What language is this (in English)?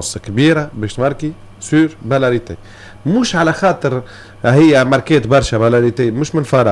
Tunisian Arabic